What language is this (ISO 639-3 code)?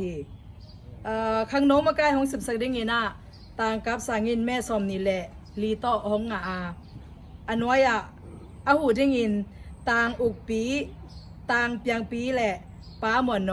ctd